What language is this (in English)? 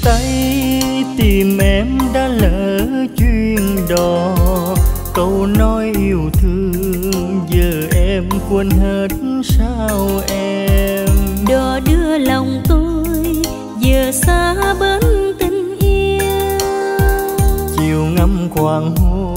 Vietnamese